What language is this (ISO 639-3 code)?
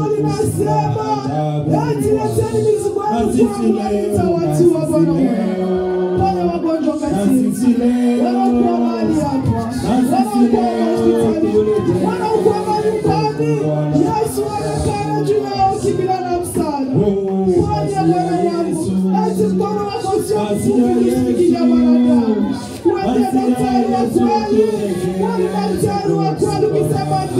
swa